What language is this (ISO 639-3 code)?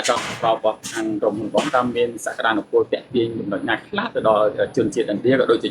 khm